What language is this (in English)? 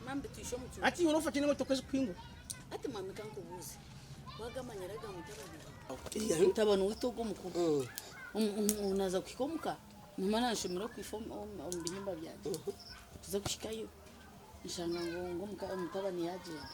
Nyankole